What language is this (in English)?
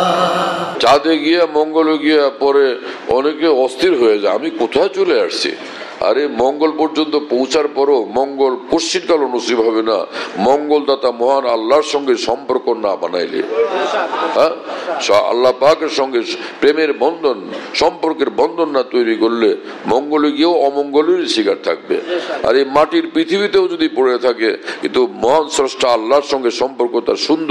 Bangla